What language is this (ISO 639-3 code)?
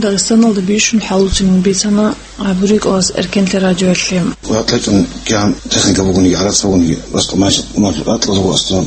ava